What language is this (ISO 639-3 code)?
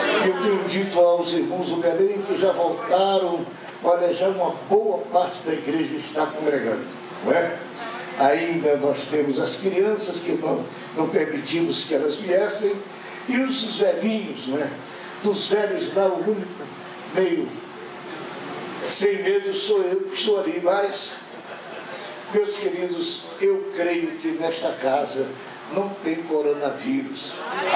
por